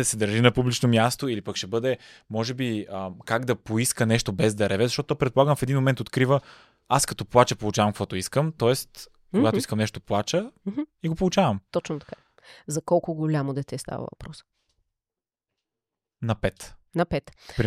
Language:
Bulgarian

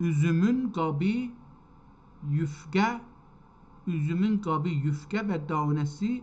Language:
South Azerbaijani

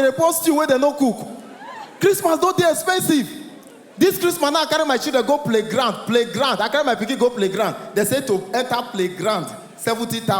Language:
Nigerian Pidgin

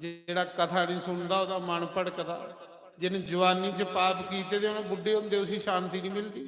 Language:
Dogri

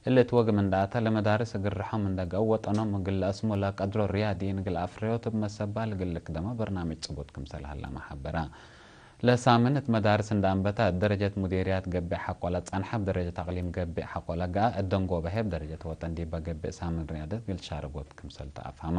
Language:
Tigre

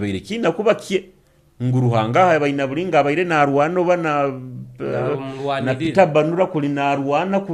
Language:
Nyoro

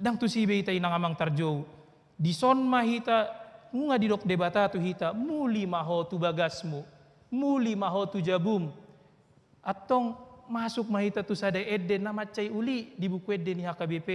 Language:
Batak Toba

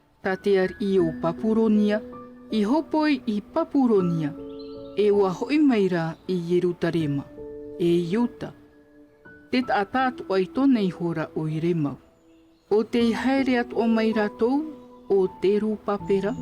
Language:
Tahitian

